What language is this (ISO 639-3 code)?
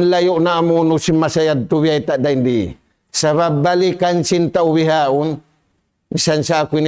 tsg